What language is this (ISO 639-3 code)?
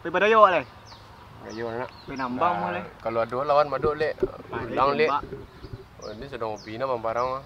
min